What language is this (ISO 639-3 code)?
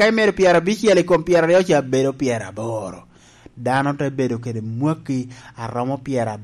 laj